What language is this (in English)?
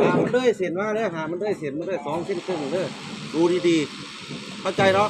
Lao